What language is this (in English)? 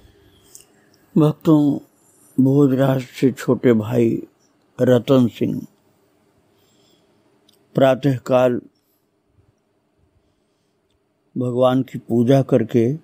Hindi